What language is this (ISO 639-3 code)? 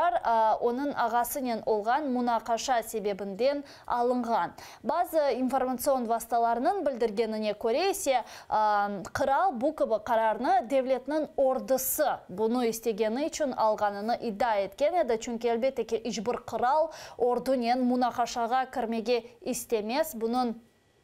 crh